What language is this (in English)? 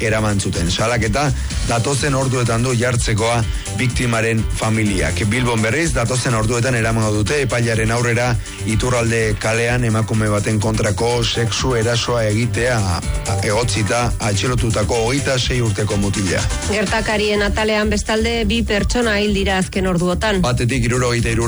Basque